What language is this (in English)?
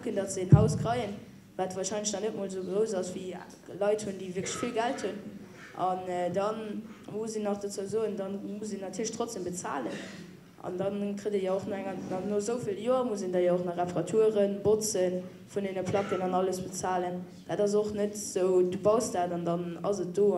Luxembourgish